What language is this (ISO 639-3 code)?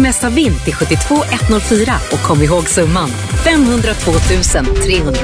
swe